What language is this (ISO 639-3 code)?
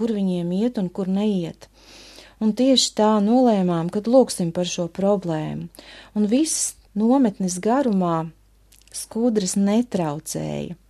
lav